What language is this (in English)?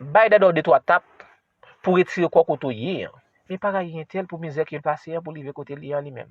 Haitian Creole